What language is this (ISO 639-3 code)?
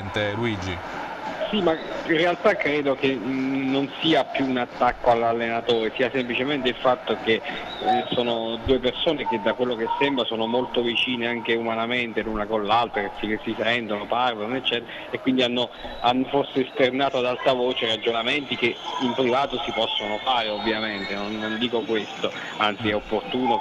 ita